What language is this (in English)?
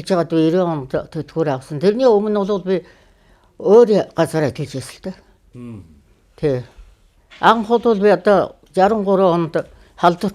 Mongolian